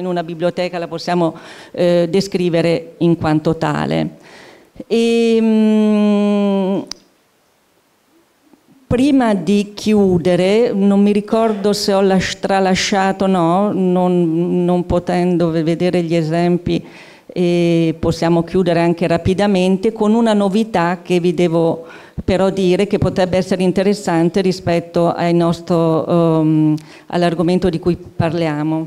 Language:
Italian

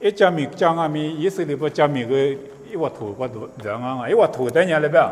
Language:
Lisu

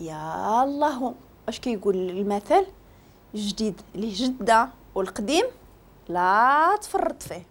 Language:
Moroccan Arabic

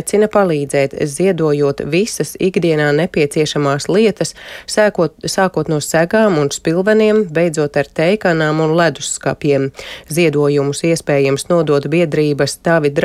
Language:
Latvian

